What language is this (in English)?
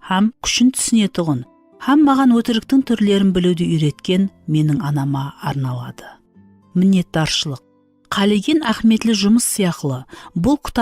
Kara-Kalpak